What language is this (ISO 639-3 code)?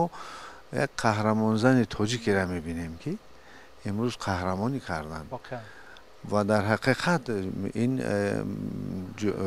tgk